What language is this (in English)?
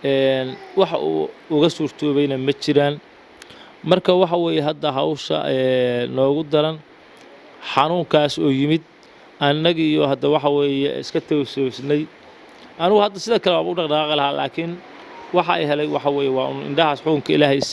Somali